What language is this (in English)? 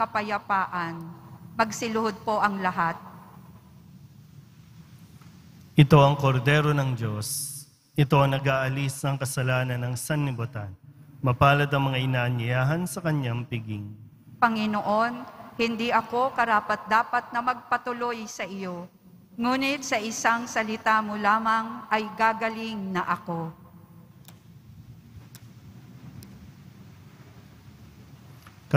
Filipino